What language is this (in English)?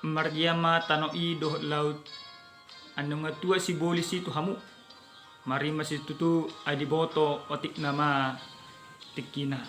Batak Toba